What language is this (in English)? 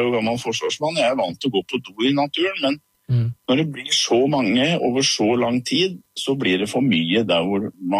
Norwegian